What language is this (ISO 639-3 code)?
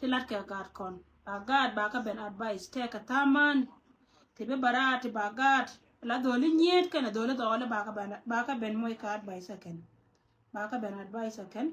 nus